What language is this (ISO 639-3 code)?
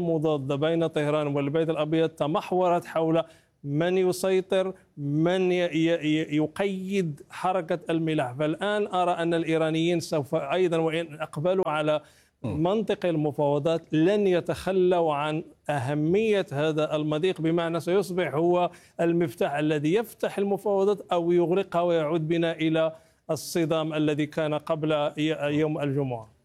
ara